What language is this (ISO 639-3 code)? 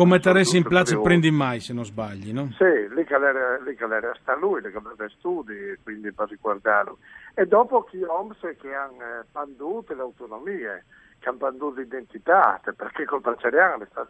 fur